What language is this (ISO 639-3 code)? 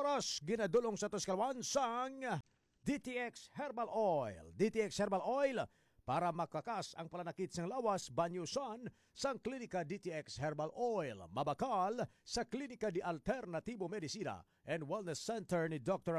hil